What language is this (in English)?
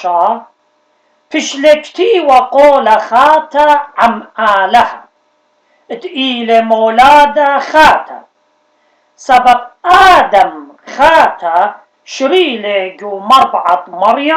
Assyrian Neo-Aramaic